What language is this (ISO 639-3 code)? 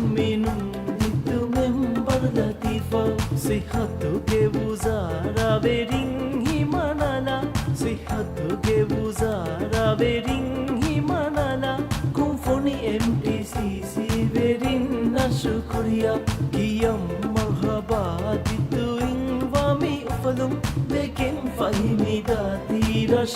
div